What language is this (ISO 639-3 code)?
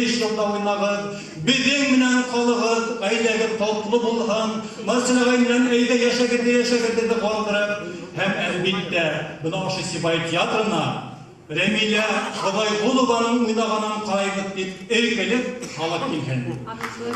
bak